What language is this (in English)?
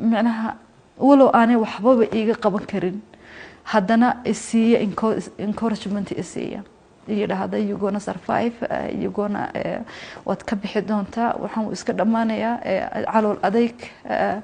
Somali